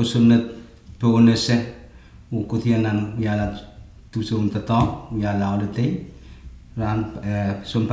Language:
Pohnpeian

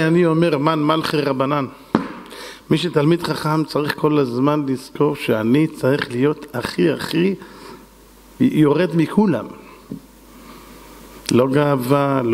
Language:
Hebrew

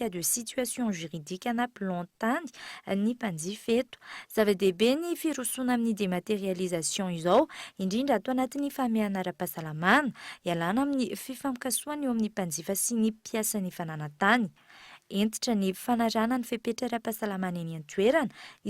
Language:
Malagasy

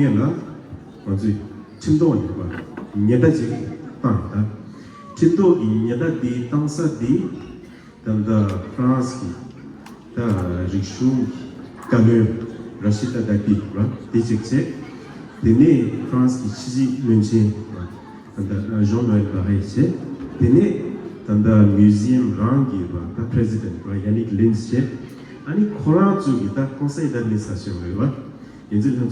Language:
Tibetan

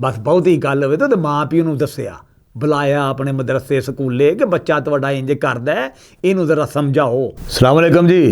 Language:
Western Panjabi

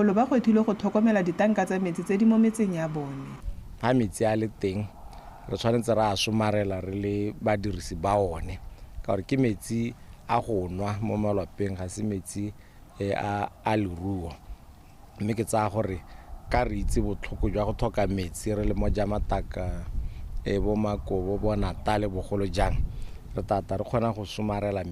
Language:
Tswana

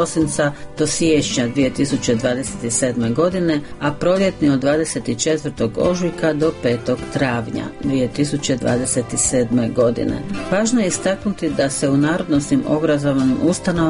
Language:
Croatian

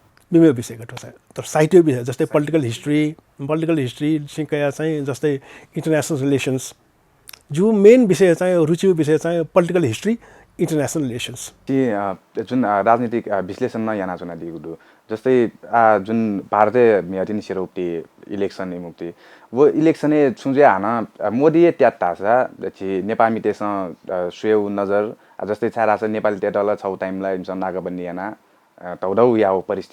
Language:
Newari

